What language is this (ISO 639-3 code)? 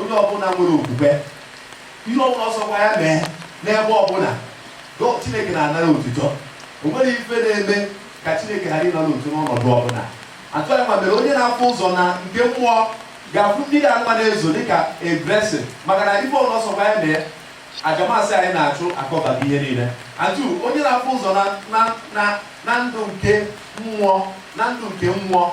ibo